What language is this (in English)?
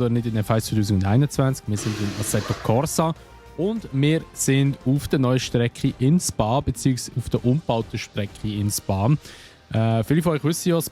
Swiss German